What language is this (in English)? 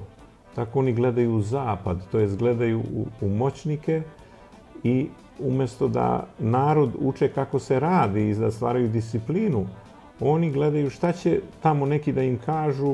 Serbian